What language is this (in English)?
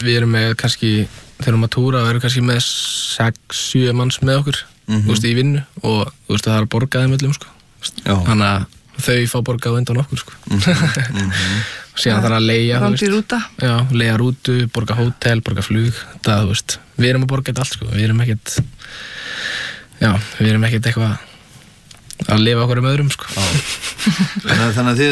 Icelandic